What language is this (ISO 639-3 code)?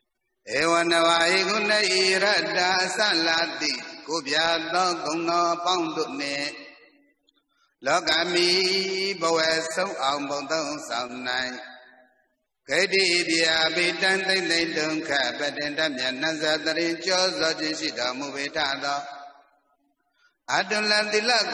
mya